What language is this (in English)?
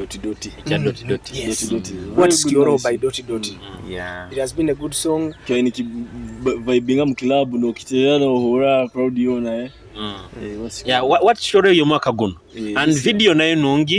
Nyoro